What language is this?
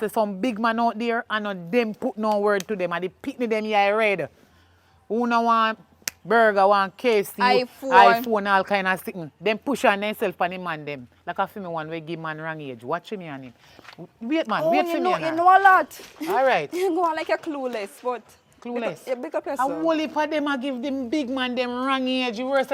Jamaican Creole English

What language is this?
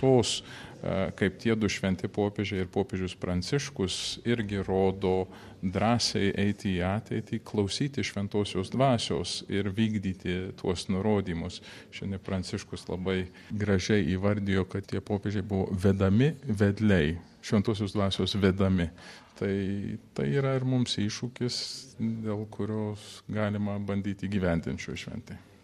Lithuanian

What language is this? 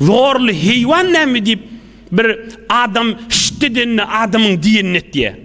Turkmen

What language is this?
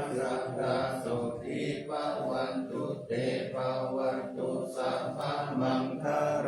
Pali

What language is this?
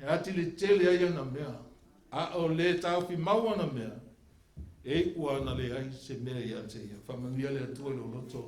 Samoan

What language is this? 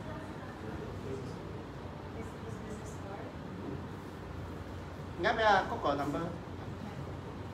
Malay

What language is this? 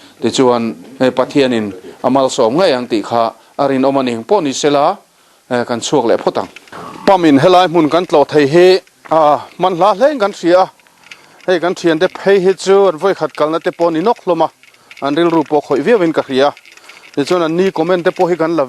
Mizo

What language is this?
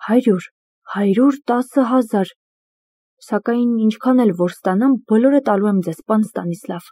Armenian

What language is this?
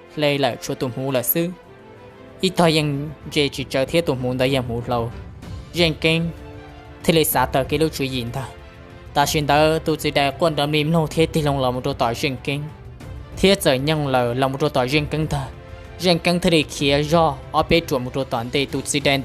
Hmong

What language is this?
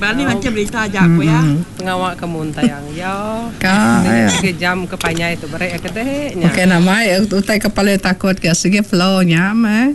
Iban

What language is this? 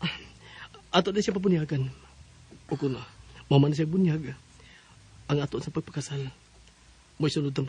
Cebuano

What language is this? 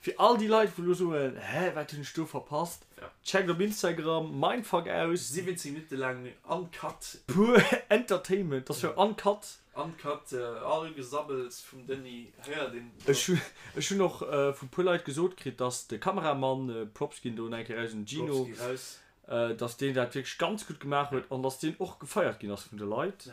Luxembourgish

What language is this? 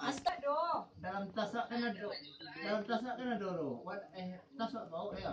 Minangkabau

